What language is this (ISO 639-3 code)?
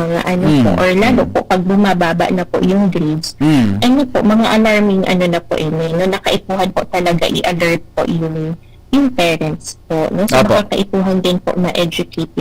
bik